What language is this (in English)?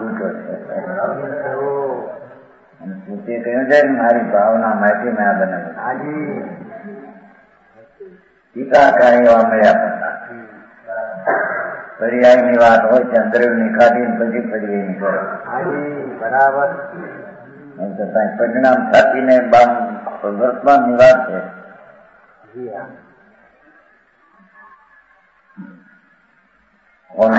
Gujarati